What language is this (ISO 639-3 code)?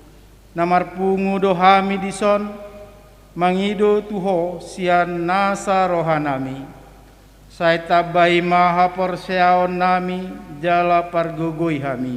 bbc